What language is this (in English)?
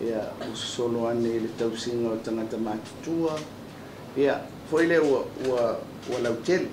Samoan